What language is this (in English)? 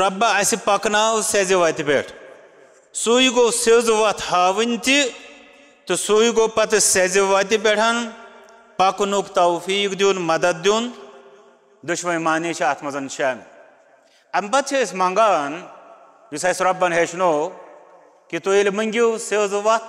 Kashmiri